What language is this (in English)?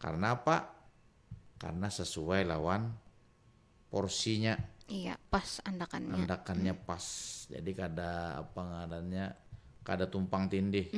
Banjar